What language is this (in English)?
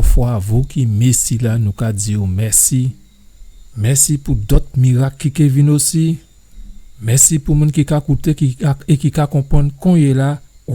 Guadeloupean Creole French